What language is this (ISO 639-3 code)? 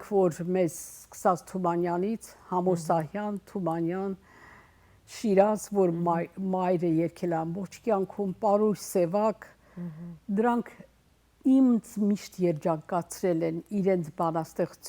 hyw